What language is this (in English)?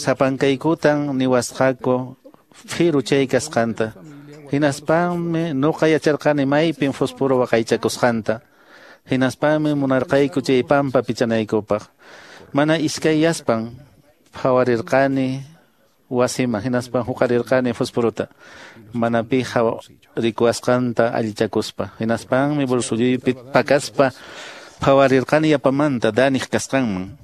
Quechua